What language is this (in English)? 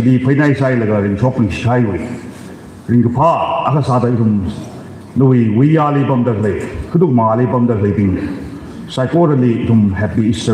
Tangkhul Naga (India)